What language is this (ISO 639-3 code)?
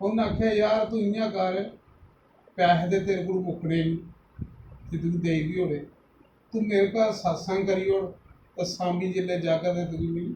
doi